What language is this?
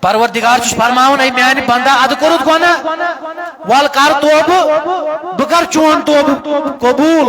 Kashmiri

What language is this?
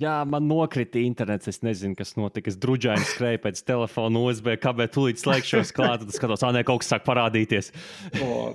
Latvian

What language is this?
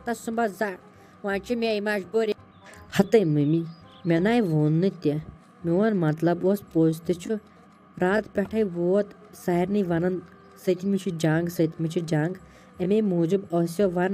Kashmiri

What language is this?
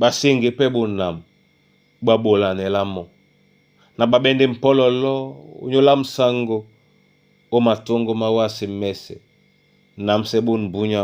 Duala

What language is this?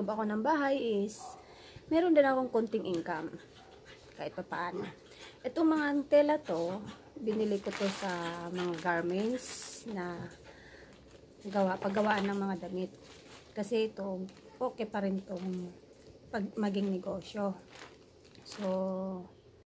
Filipino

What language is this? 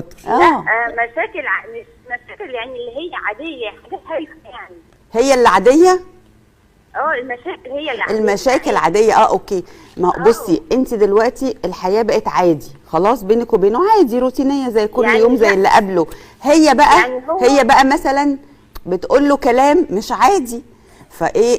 Egyptian Arabic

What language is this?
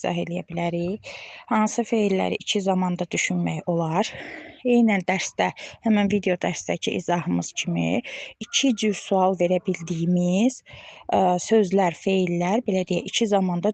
Azerbaijani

